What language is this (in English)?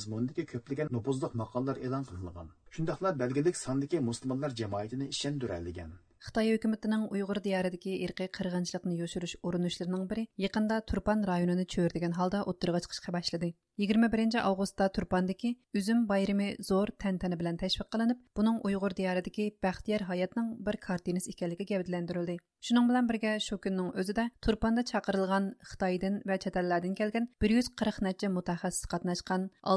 Uyghur